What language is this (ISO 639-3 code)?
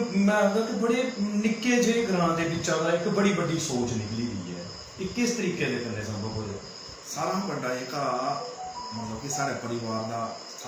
doi